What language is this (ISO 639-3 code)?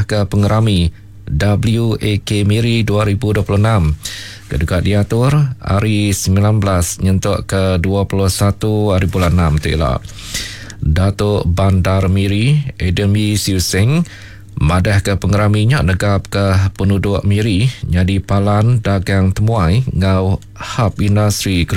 iba